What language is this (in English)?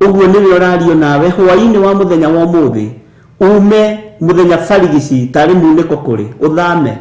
Kikuyu